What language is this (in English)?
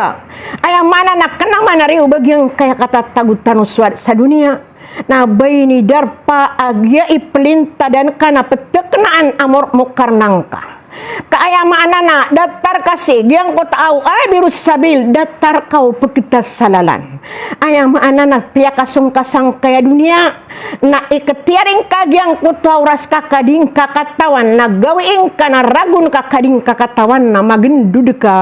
Maranao